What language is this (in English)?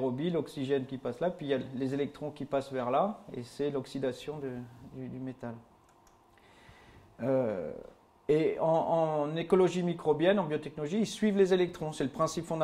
French